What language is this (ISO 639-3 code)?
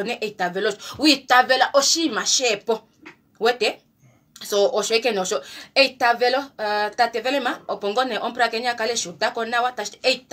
kua